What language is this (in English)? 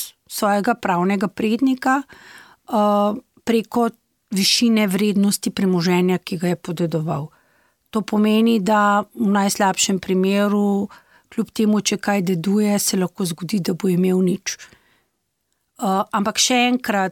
Slovenian